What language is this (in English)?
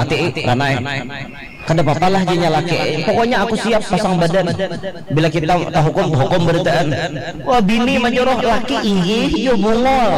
Banjar